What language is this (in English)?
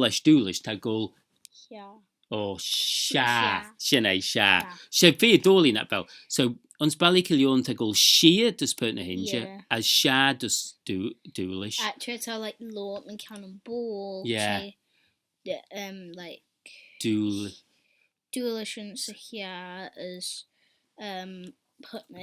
Manx